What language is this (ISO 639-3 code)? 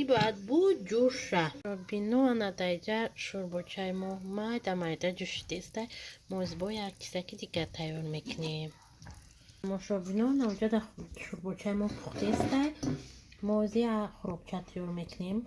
tgk